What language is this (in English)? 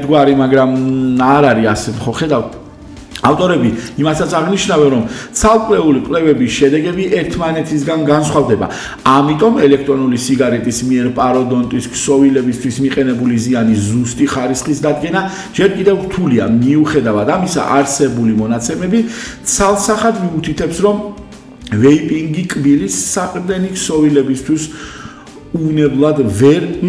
Georgian